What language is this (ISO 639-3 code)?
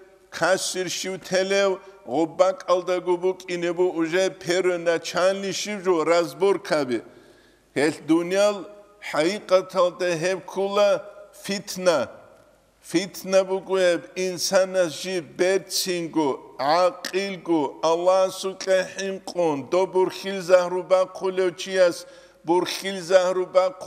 ava